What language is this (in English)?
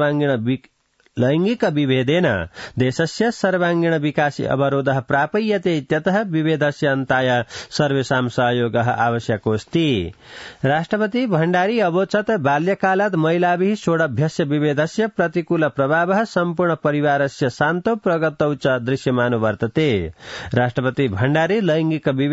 Sanskrit